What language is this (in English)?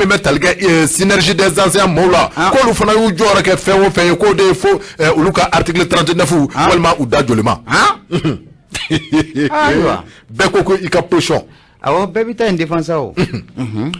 Bambara